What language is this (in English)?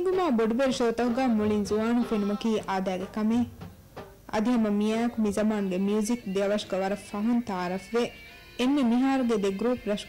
Divehi